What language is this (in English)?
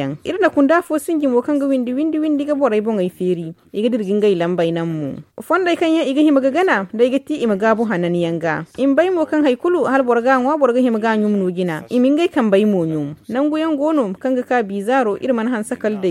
Zarma